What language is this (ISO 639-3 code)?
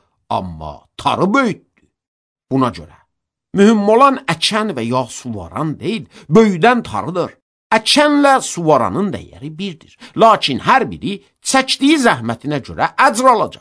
aze